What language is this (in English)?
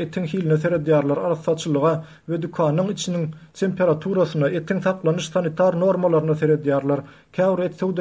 Turkmen